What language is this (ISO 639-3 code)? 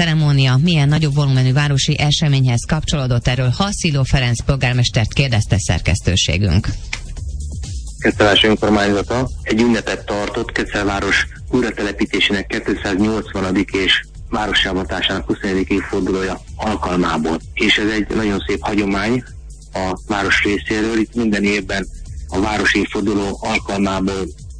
hun